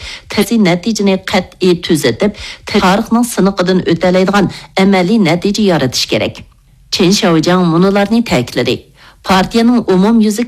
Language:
Uyghur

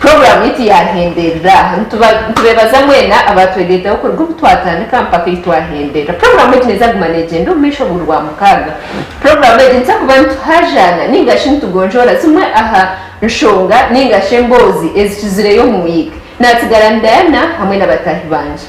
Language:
Nyankole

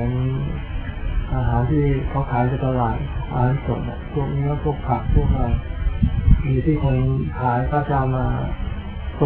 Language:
Thai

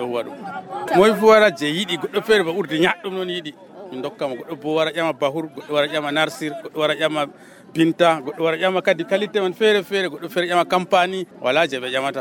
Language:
Nigerian Fulfulde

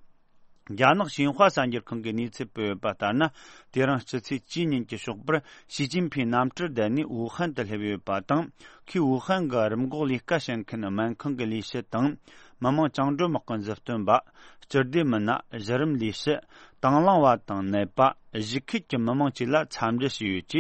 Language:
Tibetan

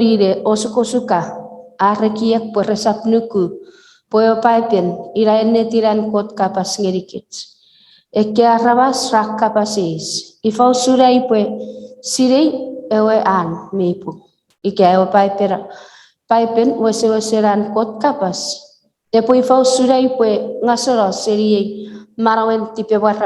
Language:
Chuukese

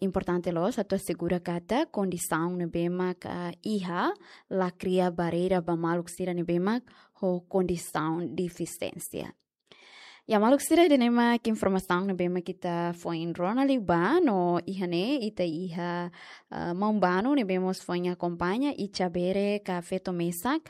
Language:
Tetum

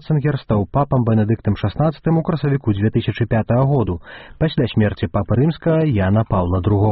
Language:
Belarusian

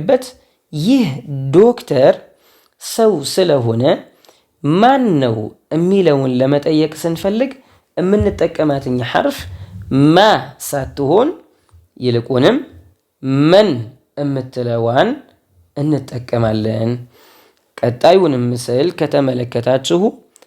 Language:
Amharic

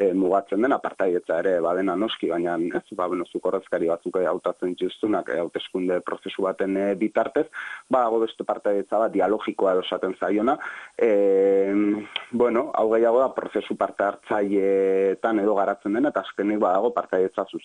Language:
Basque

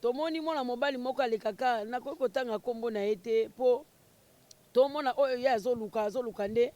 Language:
Lingala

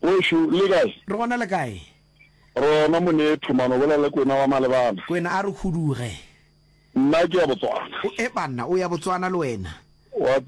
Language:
Northern Sotho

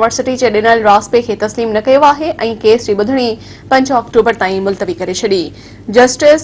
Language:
Sindhi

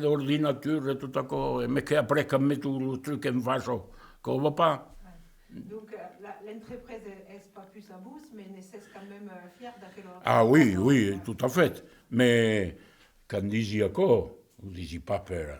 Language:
Occitan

